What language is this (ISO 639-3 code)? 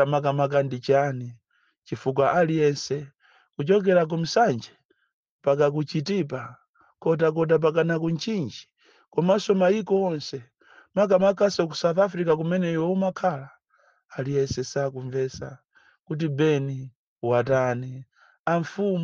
nya